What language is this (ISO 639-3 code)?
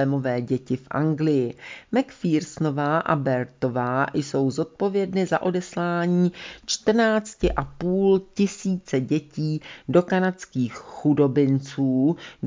ces